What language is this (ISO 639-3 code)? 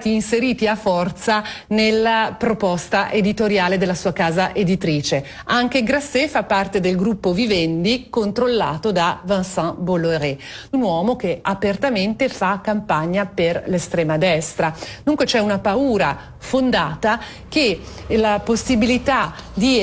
ita